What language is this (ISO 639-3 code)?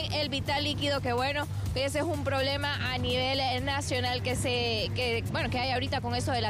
spa